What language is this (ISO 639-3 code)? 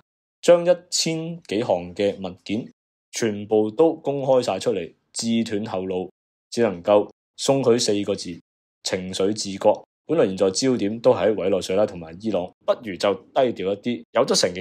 yue